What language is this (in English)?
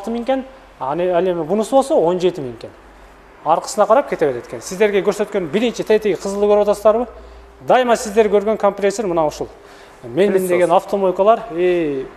Kyrgyz